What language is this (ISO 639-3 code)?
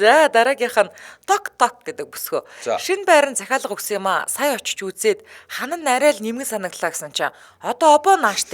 mon